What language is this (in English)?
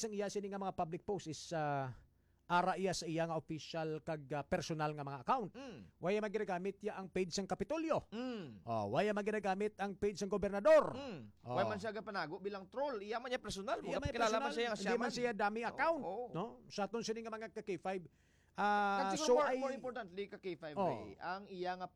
Hiligaynon